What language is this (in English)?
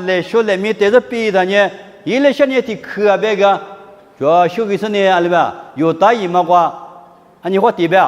Lisu